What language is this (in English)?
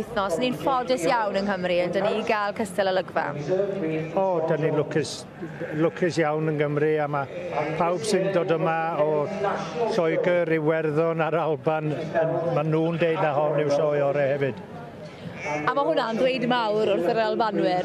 Welsh